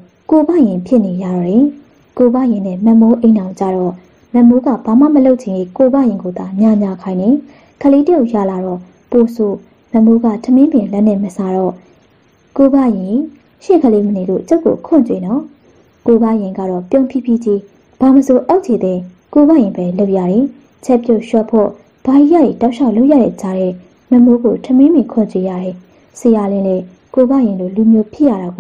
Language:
Burmese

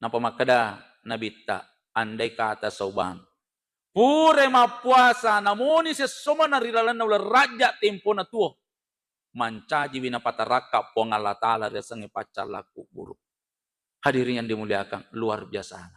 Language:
Buginese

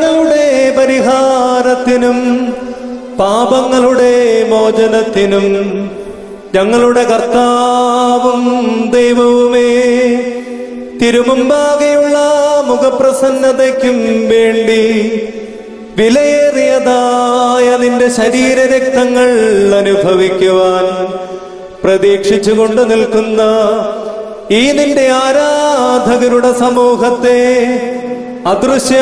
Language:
Malayalam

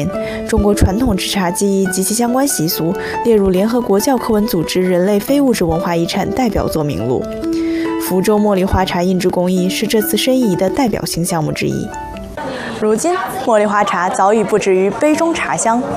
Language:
Chinese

